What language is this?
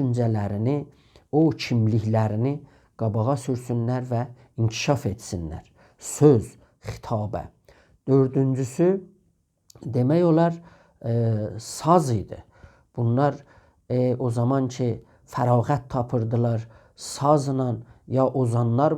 South Azerbaijani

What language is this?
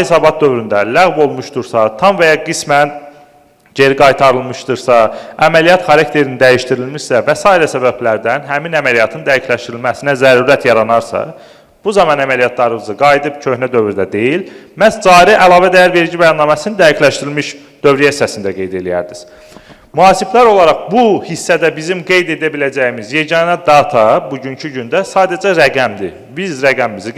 Azerbaijani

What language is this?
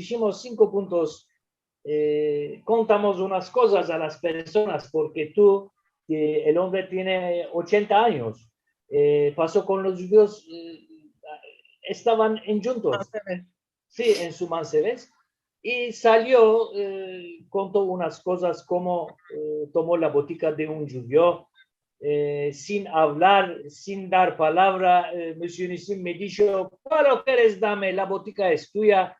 Ladino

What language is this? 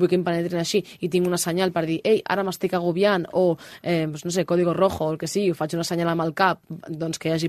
Catalan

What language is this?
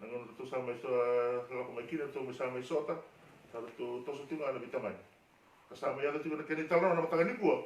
Fijian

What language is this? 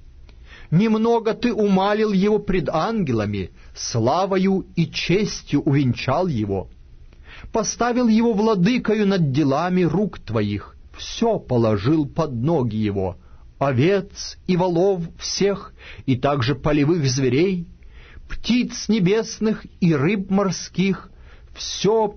Russian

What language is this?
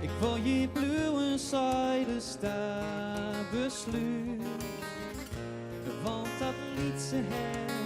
Western Frisian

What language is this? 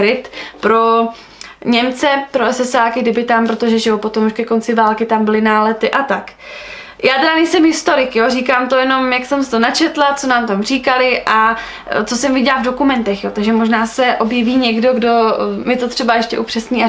Czech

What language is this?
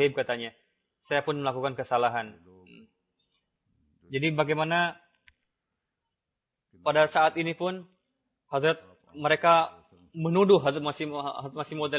Indonesian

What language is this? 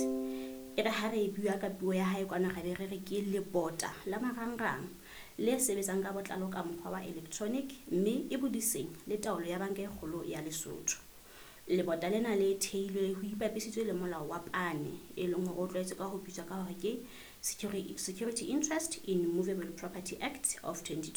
Southern Sotho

